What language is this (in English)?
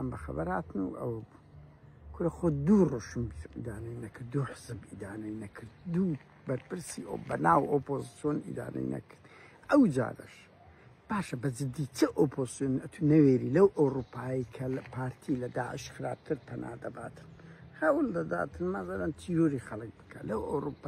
Central Kurdish